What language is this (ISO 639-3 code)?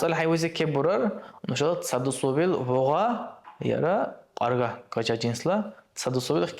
dar